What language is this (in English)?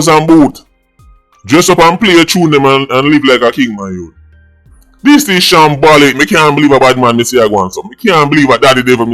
Jamaican Creole English